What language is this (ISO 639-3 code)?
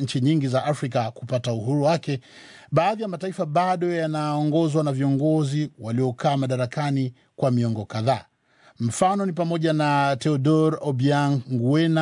swa